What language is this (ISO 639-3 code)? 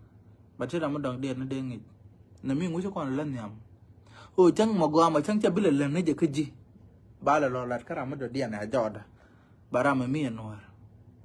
nus